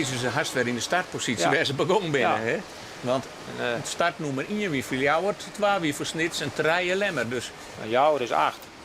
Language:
Western Frisian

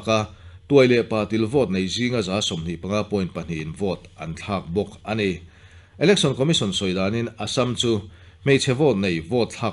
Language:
Mizo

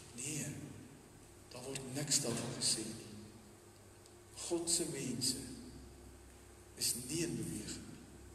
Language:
Afrikaans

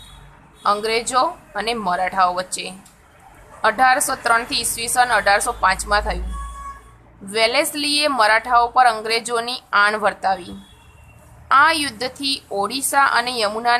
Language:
Gujarati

